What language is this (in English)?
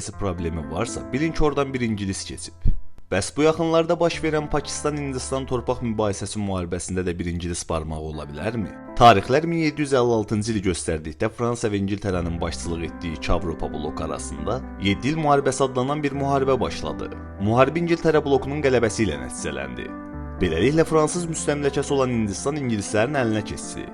Azerbaijani